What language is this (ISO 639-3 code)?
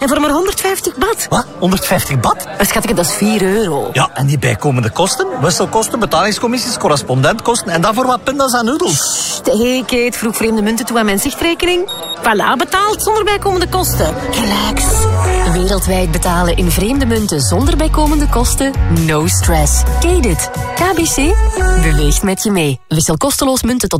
nld